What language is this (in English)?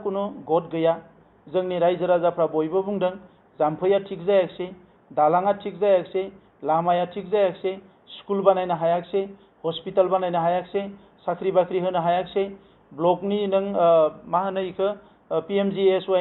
Bodo